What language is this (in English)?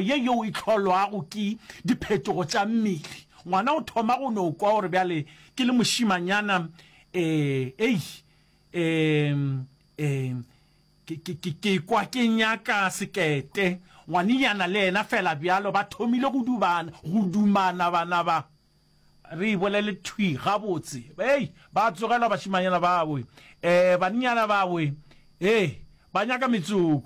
Northern Sotho